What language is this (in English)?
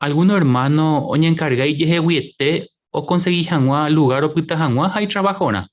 Guarani